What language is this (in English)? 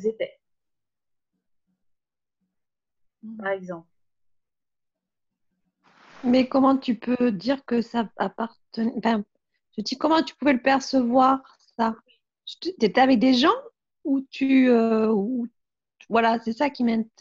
French